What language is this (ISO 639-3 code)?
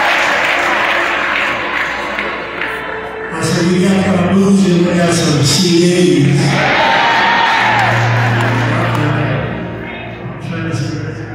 eng